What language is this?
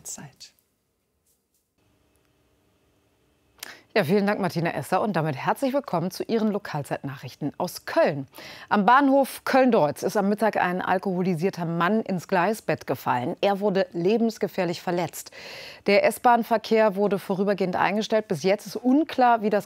German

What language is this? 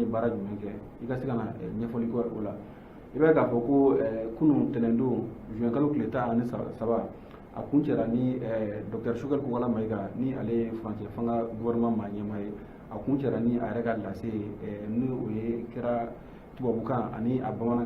Bambara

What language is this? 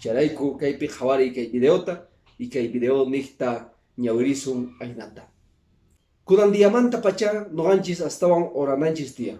Quechua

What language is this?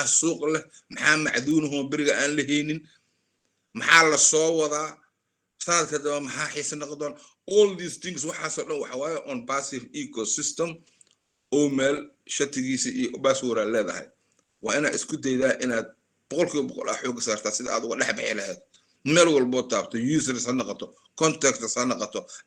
Somali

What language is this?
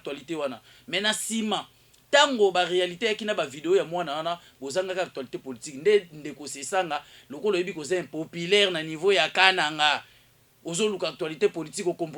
Lingala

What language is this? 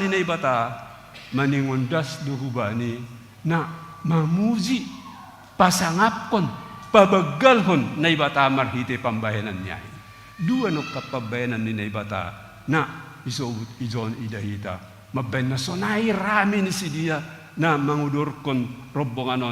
Batak Simalungun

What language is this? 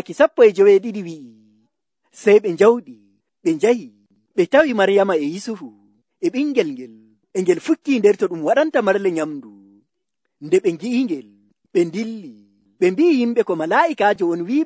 Nigerian Fulfulde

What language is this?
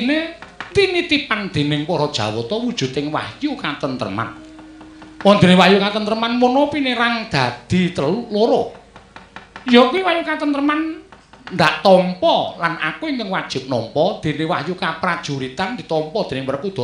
Javanese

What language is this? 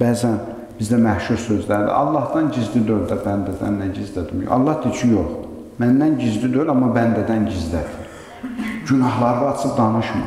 Azerbaijani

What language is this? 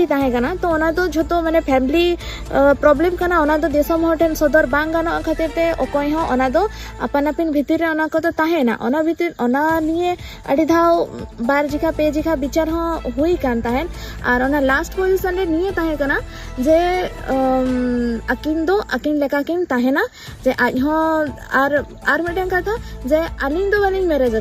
Santali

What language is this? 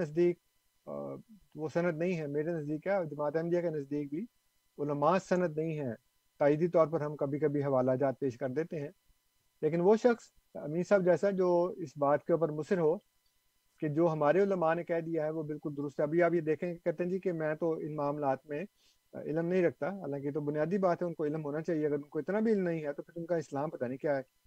Urdu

